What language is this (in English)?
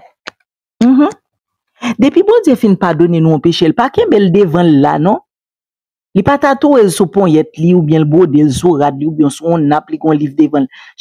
Haitian Creole